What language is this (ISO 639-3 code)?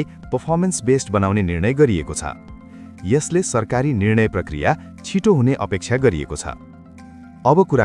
nep